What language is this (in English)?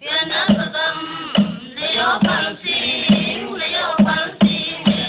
Paite Chin